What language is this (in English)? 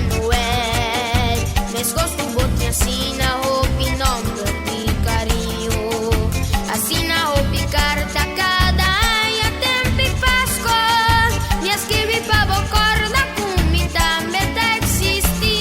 Papiamento